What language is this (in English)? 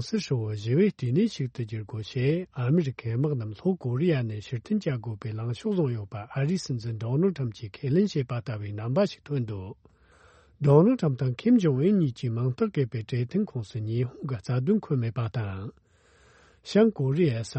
Tibetan